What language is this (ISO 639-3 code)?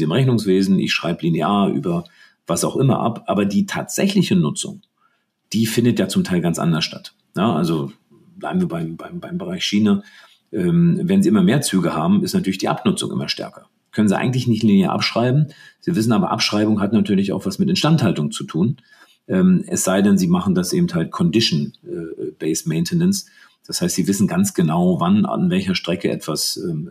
deu